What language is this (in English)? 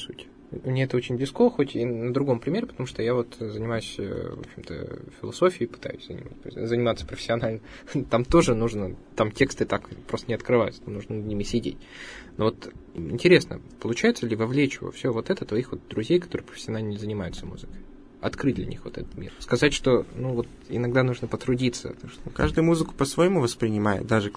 Russian